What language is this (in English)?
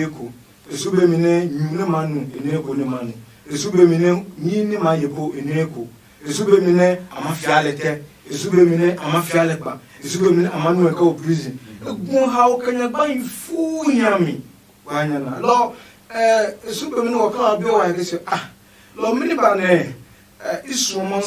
Adangme